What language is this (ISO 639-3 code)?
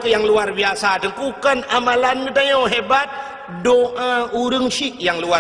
ace